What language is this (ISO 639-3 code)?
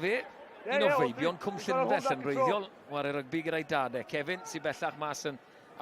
cym